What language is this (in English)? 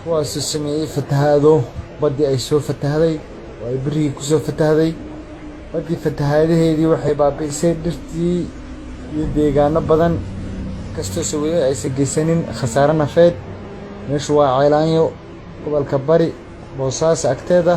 Somali